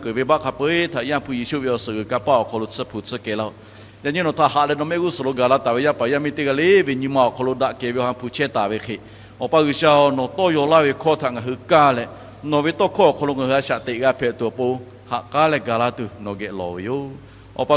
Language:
Lahu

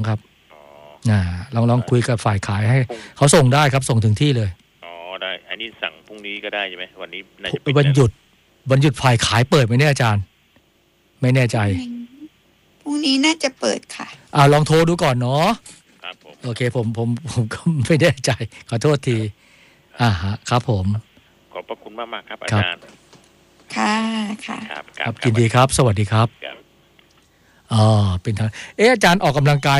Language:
Thai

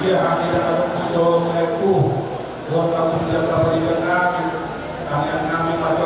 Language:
Batak Toba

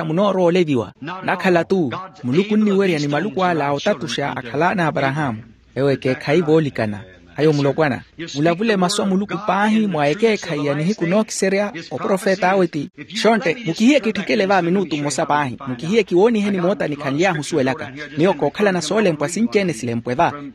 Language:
Makhuwa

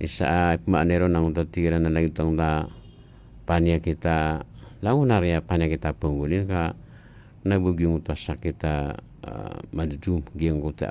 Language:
Maranao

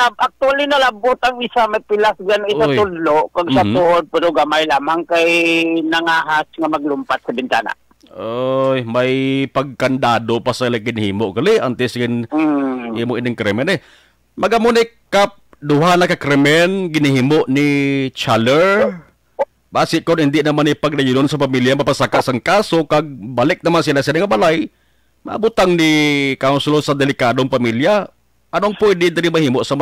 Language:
Hiligaynon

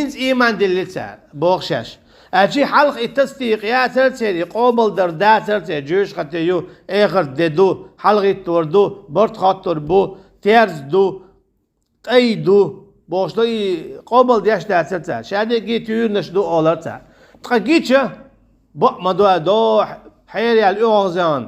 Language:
Chechen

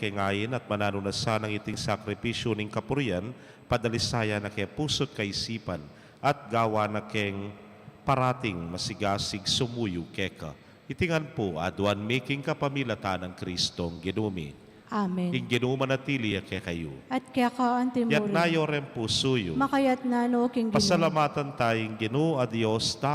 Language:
Pampanga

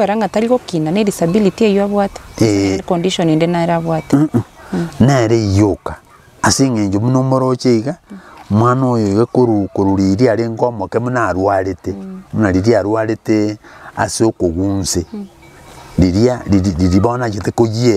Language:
Gusii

